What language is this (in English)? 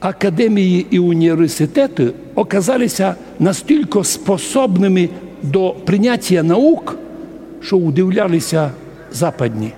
Rusyn